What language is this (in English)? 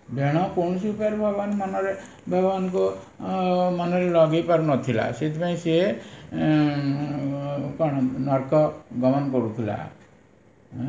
Odia